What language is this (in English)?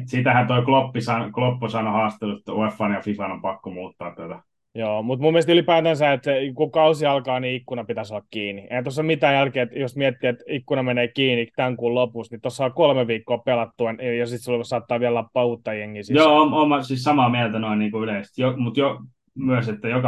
Finnish